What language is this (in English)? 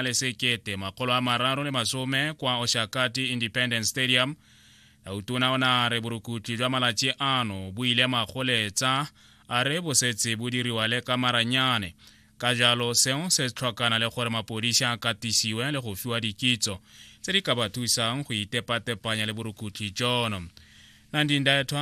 Tswana